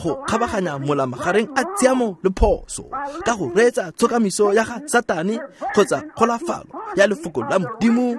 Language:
Tswana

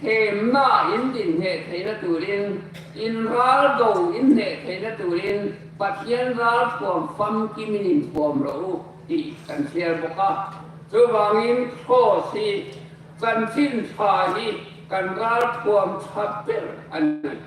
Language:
Hmar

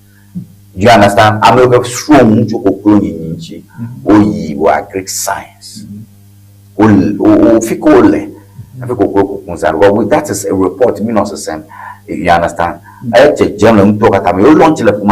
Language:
Ewe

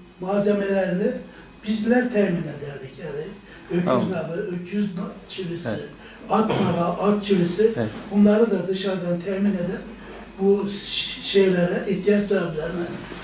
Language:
Turkish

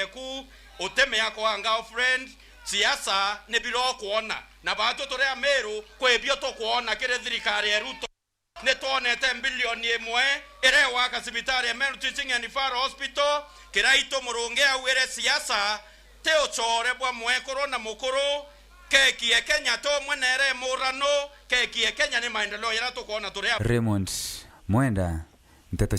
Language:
Meru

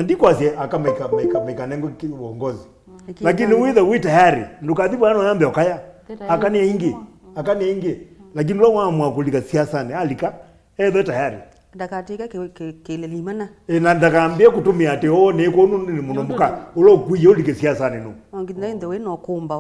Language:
Kamba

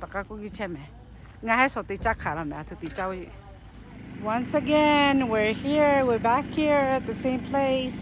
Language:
Lahu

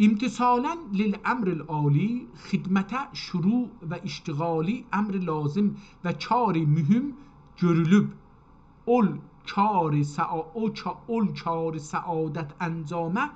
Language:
South Azerbaijani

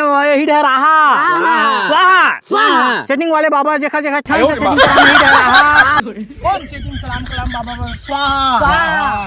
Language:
Chhattisgarhi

